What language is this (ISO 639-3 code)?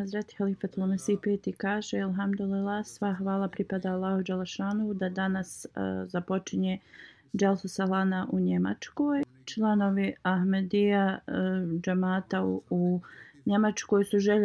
bos